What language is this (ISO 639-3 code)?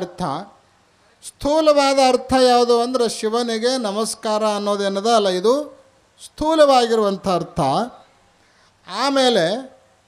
kan